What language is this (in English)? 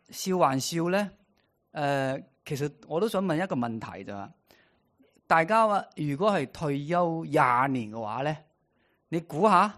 Cantonese